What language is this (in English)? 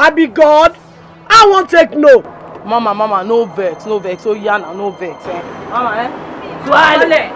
Nigerian Pidgin